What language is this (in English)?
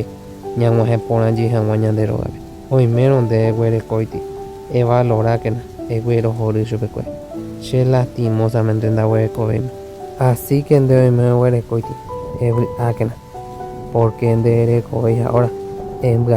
Guarani